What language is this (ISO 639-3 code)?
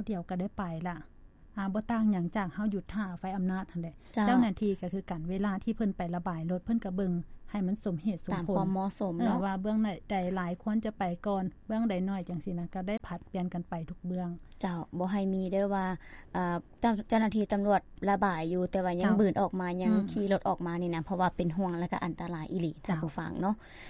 lao